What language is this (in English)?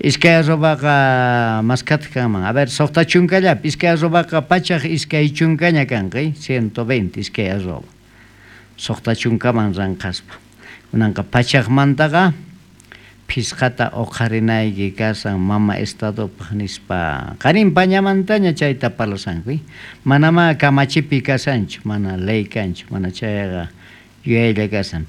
South Bolivian Quechua